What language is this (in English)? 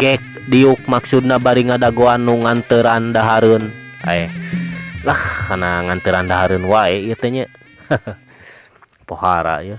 Sundanese